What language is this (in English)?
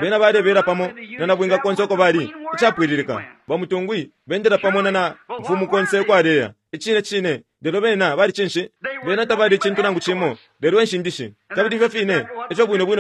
Bemba